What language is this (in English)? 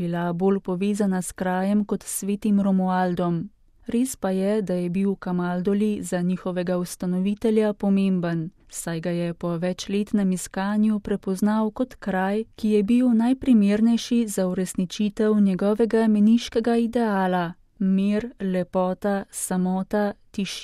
Slovenian